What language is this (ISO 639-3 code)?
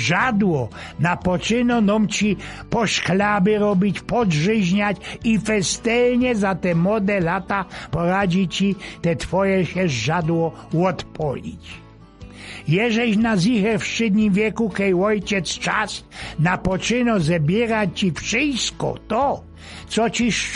szl